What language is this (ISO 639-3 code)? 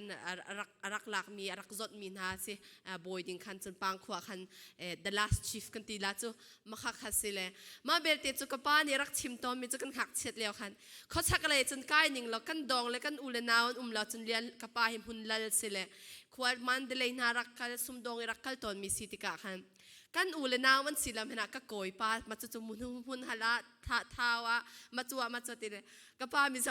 cfm